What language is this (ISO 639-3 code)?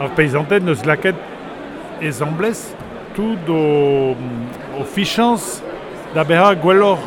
bre